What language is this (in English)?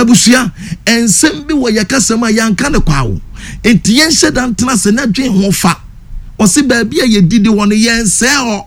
Akan